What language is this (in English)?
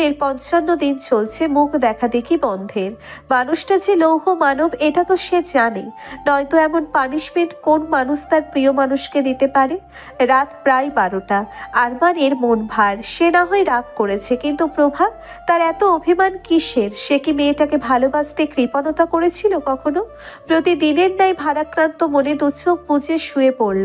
Bangla